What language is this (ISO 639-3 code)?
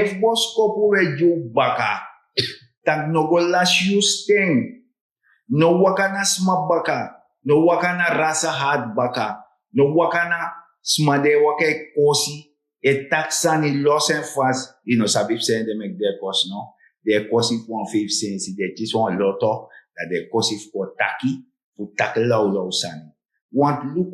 srn